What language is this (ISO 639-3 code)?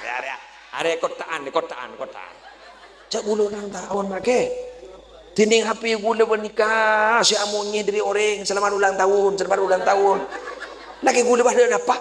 mad